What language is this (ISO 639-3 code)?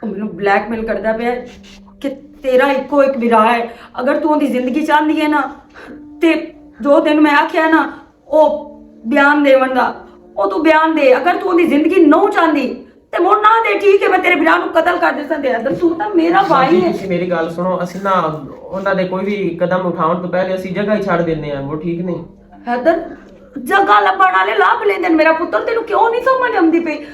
lah